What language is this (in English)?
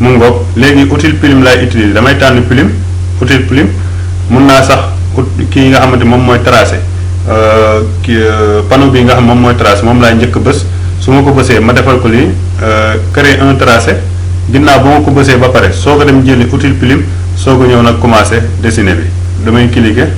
Wolof